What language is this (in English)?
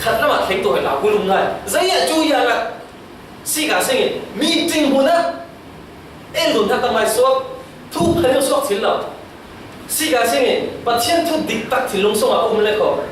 Falam Chin